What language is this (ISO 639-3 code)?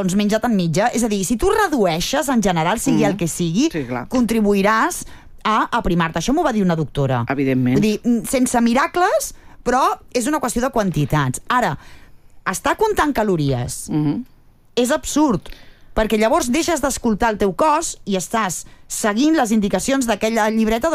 cat